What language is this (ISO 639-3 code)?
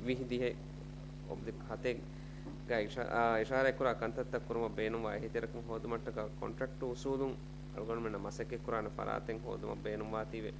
div